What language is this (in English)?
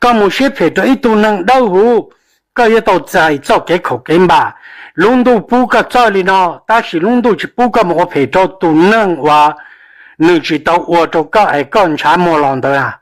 Hmong